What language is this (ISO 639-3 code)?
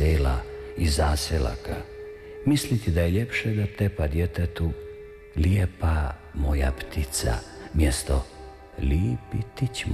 srp